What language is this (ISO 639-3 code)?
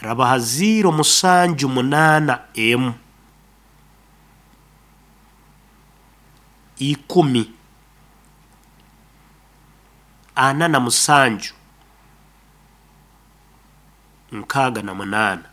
nyo